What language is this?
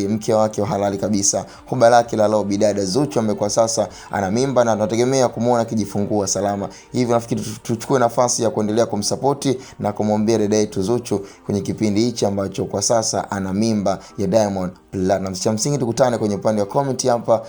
Swahili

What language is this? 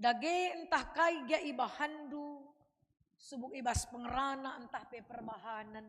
Batak Karo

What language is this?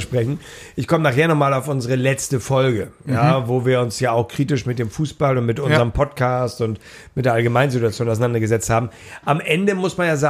German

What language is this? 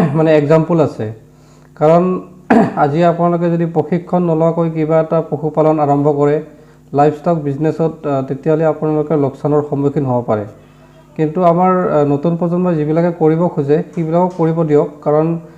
Assamese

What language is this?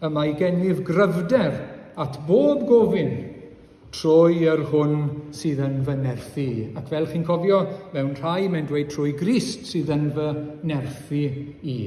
Welsh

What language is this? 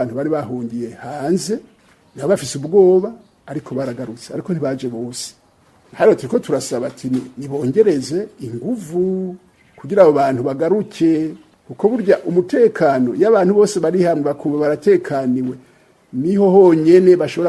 Rundi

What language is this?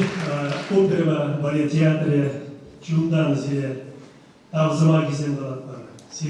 Chuvash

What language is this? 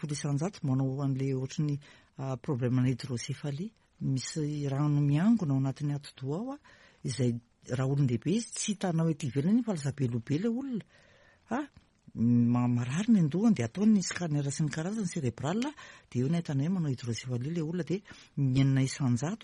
Malagasy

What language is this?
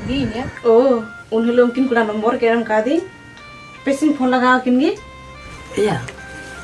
Santali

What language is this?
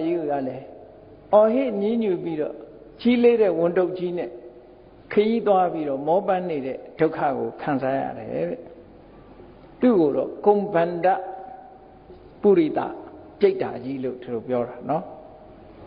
Burmese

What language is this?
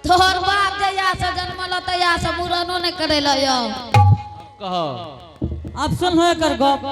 Angika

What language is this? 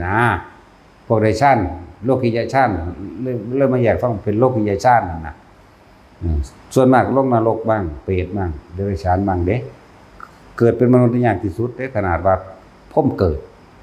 Northeastern Thai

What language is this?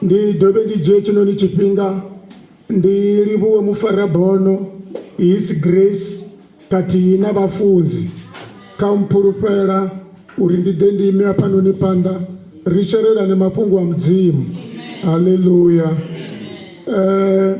Venda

